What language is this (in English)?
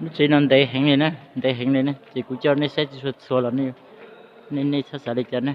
Hmong